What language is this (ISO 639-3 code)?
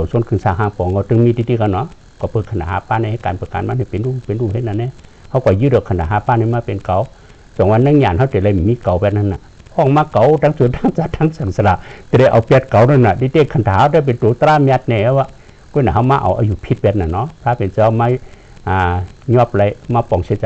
shn